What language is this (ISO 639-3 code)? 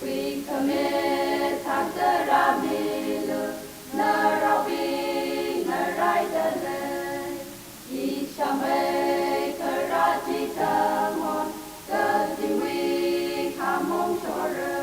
nmf